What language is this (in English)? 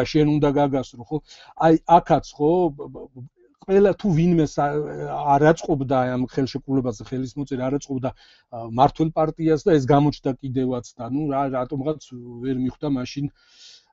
Georgian